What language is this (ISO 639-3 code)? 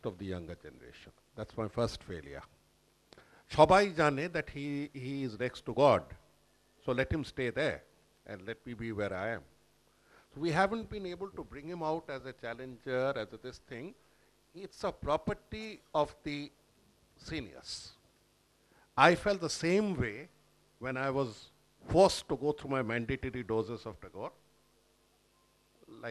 eng